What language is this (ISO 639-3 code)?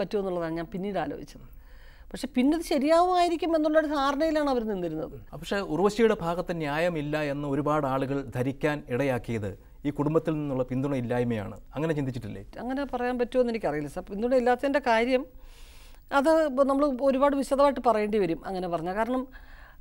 mal